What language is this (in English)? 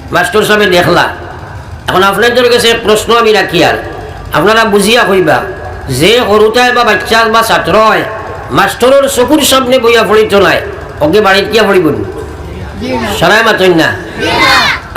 Sylheti